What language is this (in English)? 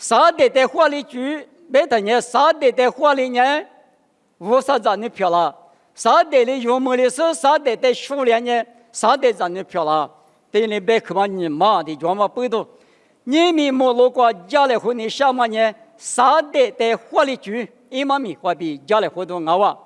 Lisu